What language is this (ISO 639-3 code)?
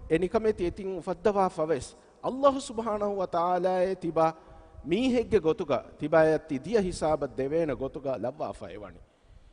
div